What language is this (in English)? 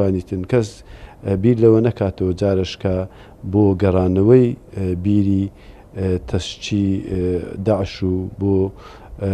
Central Kurdish